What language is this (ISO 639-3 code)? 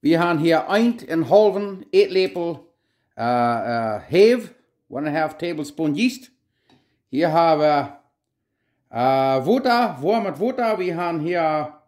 pdt